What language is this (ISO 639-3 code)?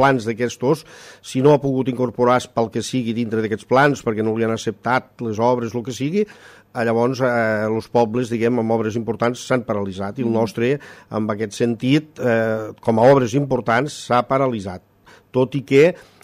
cat